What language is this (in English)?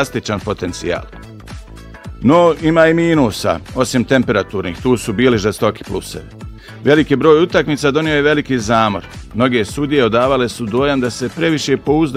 Bosnian